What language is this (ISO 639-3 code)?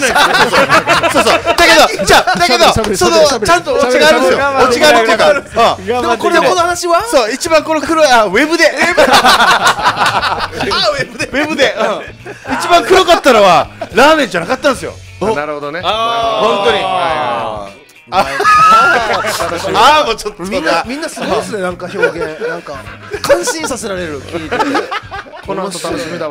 jpn